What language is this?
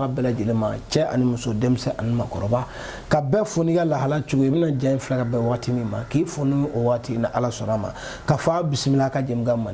Bambara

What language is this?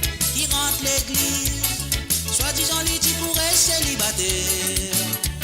Morisyen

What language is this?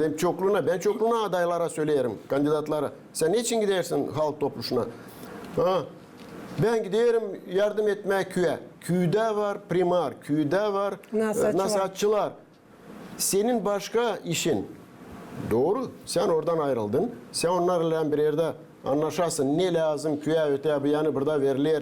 Gagauz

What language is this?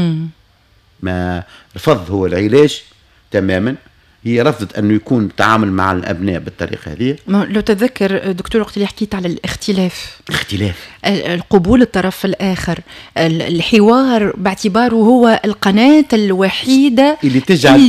Tunisian Arabic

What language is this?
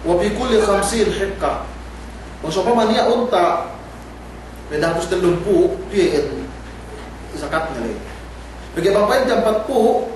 Yakan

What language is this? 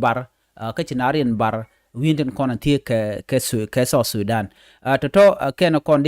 Nuer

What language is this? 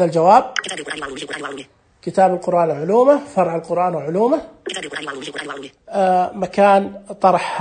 Najdi Arabic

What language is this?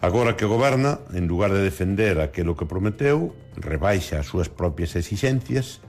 Galician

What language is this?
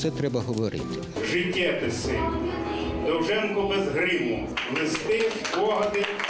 Ukrainian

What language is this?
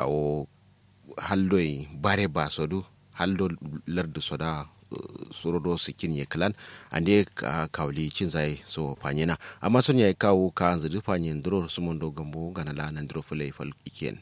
Kanuri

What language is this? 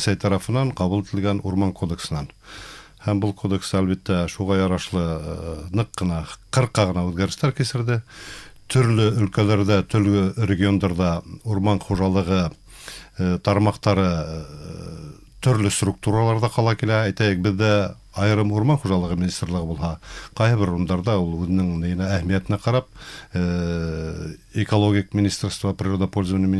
Bashkir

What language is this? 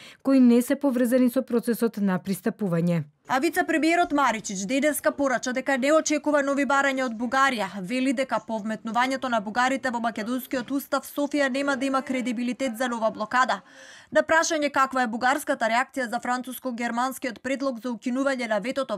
Macedonian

